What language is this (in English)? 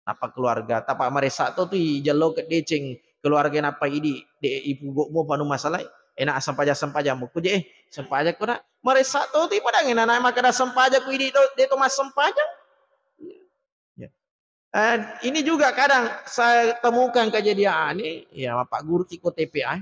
Buginese